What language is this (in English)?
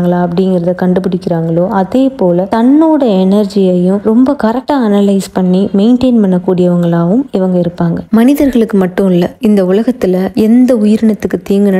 Tamil